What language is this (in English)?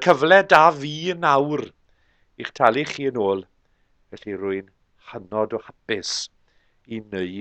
Welsh